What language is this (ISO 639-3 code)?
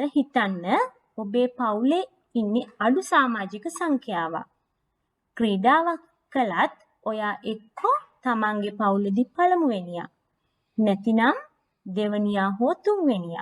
sin